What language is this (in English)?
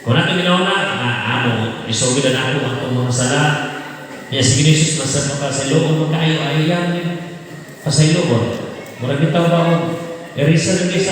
Cebuano